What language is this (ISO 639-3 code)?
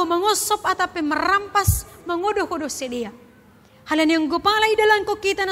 bts